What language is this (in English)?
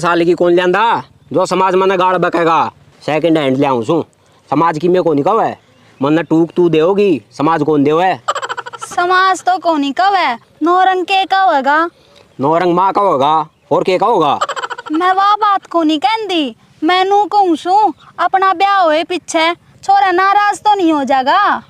Haryanvi